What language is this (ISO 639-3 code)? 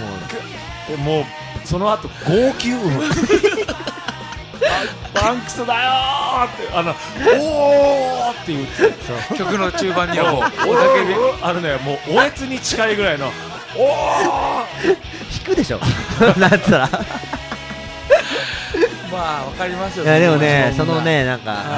jpn